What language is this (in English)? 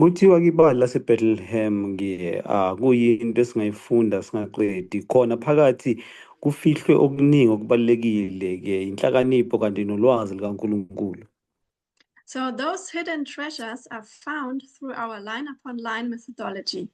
Zulu